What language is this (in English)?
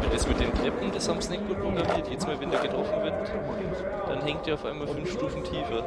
Bavarian